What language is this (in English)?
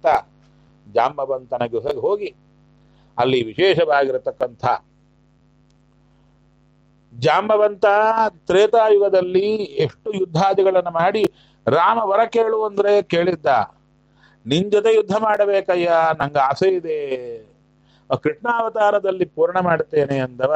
Kannada